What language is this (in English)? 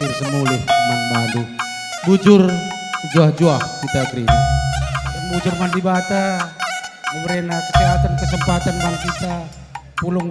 Batak Karo